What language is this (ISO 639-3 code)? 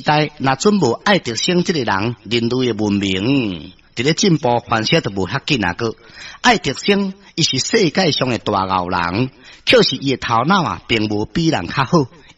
nan